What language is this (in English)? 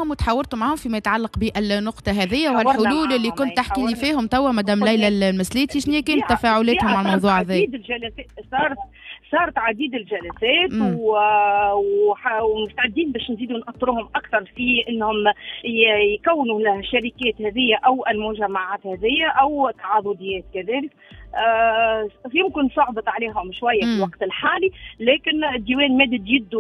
Tunisian Arabic